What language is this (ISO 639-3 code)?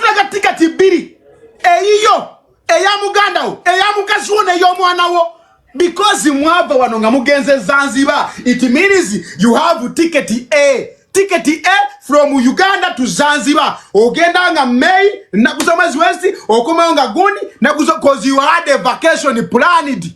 lug